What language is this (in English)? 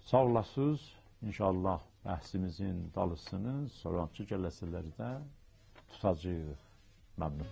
South Azerbaijani